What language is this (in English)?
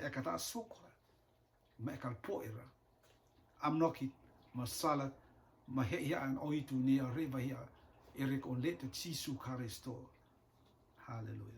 Rotuman